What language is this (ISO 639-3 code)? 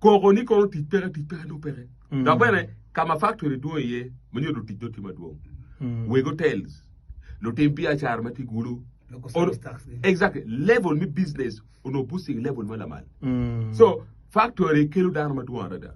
ach